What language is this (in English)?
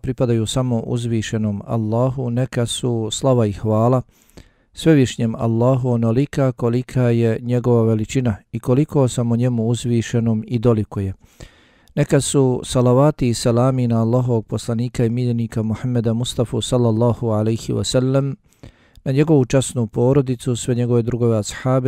Bosnian